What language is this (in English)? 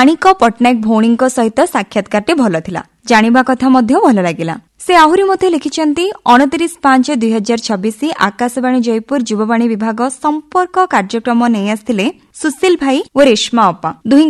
Odia